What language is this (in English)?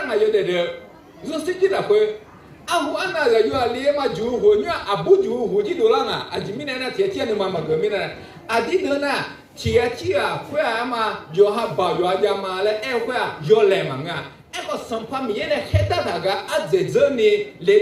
Akha